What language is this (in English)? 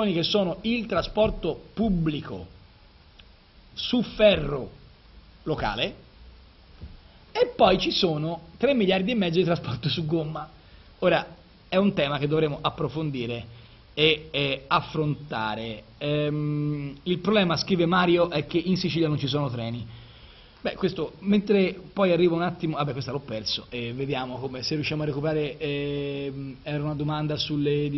Italian